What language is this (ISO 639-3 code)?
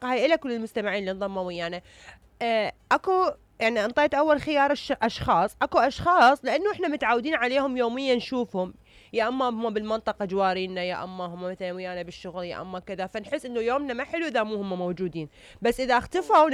acm